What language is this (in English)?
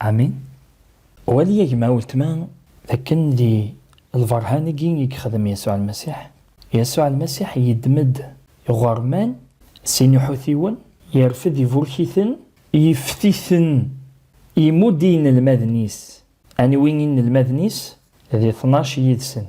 Kabyle